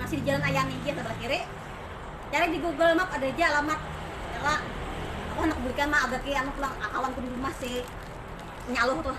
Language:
Banjar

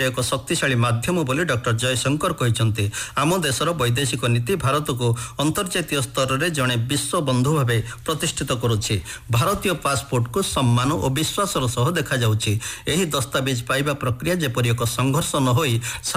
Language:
Odia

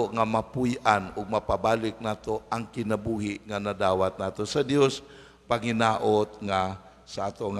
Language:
Cebuano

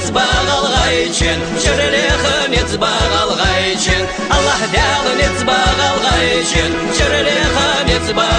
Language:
Ingush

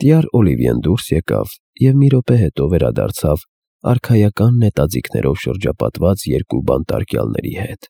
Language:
Armenian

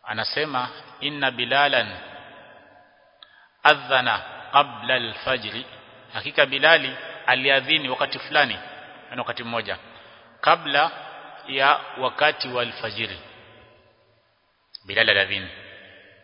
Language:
Swahili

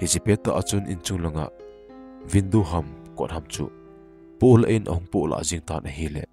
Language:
Thado Chin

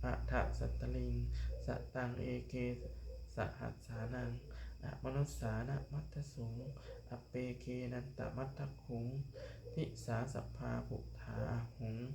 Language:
Pali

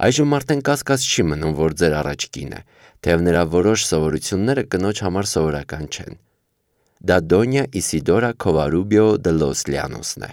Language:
Armenian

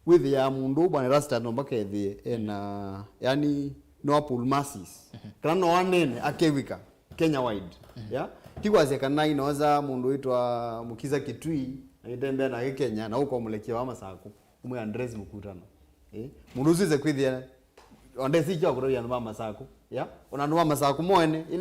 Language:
Kamba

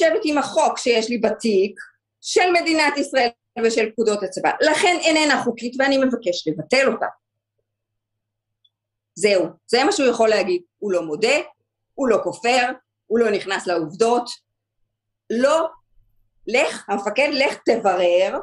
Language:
Hebrew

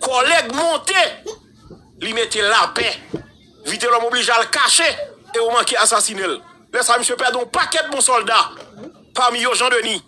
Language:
Haitian Creole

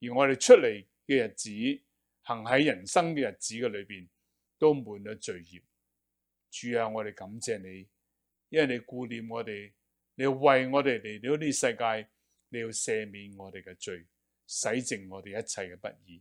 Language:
Cantonese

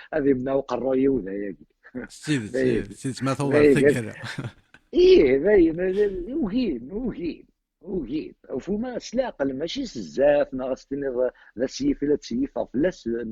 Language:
Kabyle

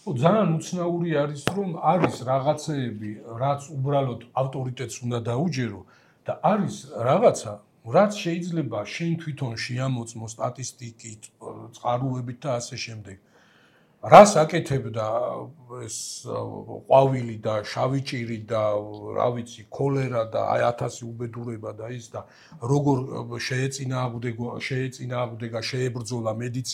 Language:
Georgian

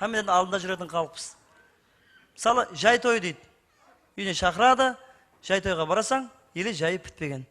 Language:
Kara-Kalpak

